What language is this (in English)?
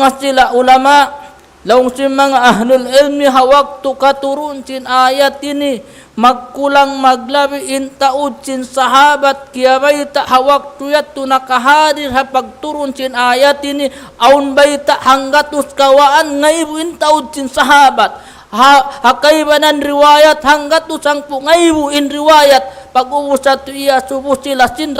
Tausug